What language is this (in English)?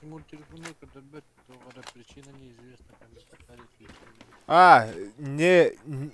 Yakut